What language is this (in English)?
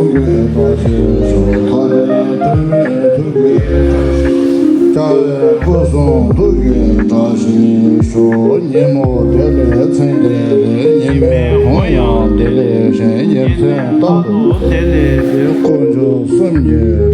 Tibetan